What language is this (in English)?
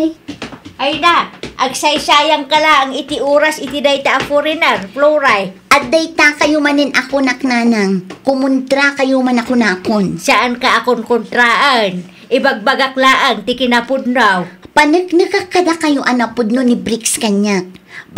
Iloko